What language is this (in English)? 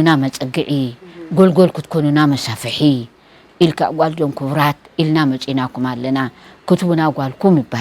Tigrinya